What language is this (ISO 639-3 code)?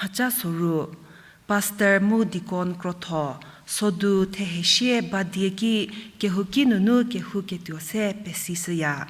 njm